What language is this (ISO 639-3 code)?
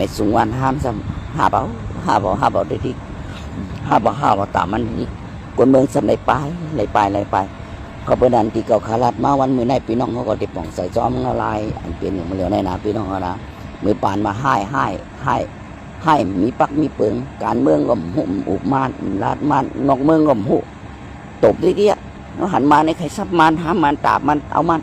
shn